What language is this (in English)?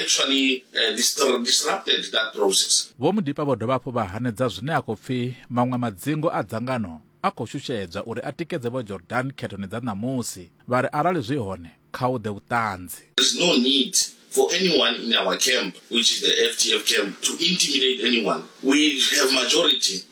Venda